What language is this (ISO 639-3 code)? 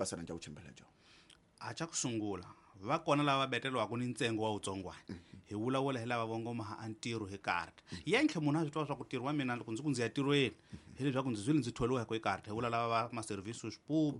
tso